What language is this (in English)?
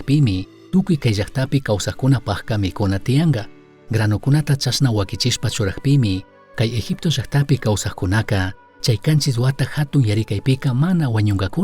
Chimborazo Highland Quichua